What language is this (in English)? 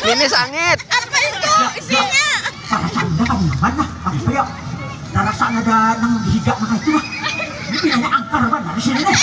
Banjar